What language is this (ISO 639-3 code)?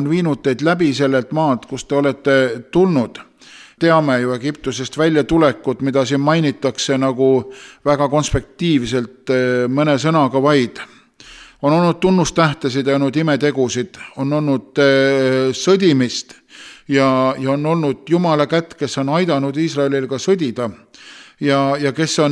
est